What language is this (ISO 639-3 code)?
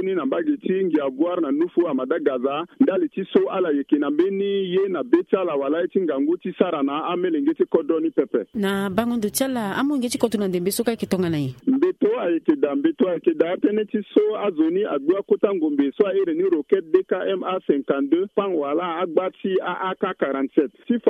sag